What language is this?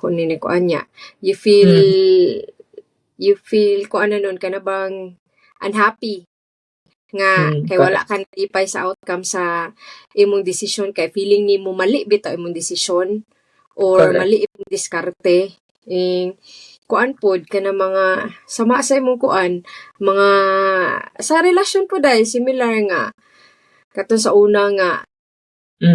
Cebuano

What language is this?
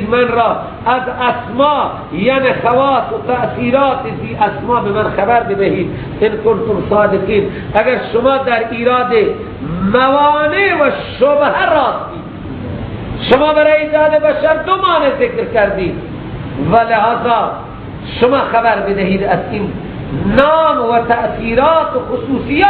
Persian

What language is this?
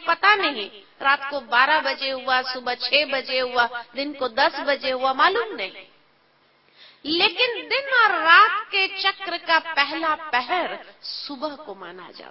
Hindi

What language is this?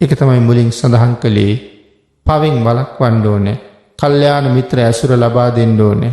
Sinhala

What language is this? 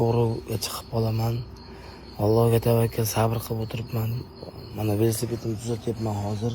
Uzbek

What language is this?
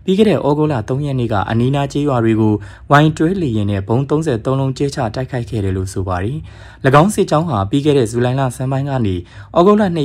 Burmese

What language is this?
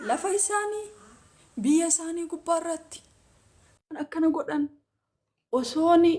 Oromo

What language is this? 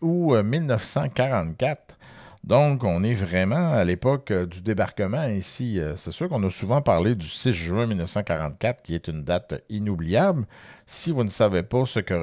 French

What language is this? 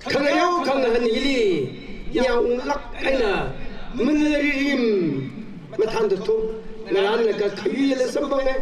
Tangkhul Naga (India)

